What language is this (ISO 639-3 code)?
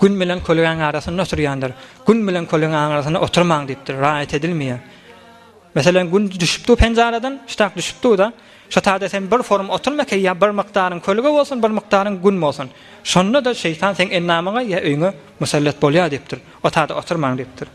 tuk